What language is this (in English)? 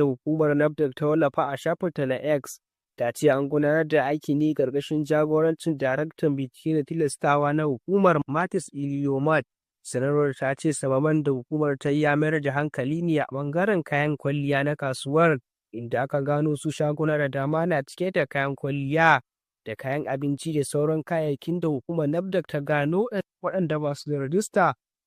Hausa